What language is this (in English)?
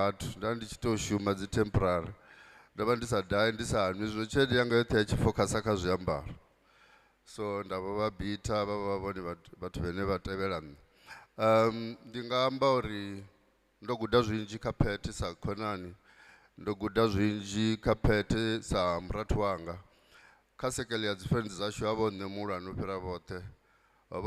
Venda